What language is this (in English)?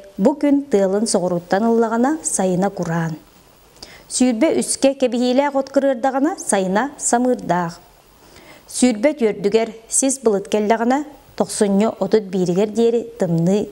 Yakut